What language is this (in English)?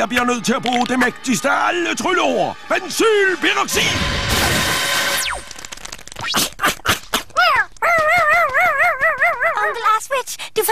Danish